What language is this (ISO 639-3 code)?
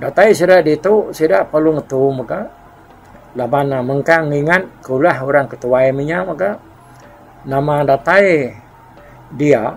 iba